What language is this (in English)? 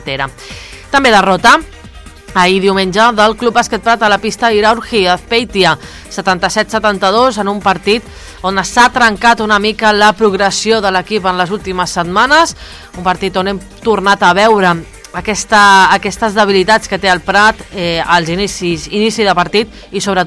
Catalan